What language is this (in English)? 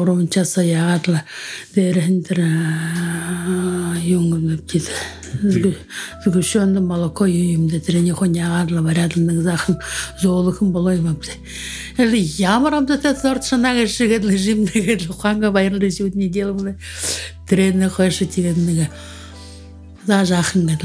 Buriat